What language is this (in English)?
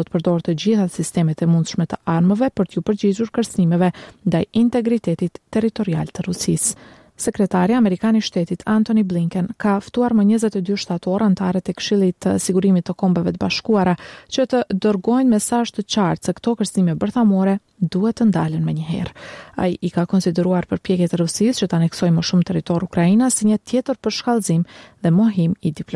Albanian